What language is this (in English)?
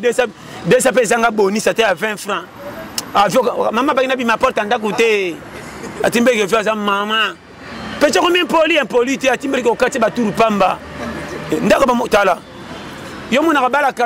Lingala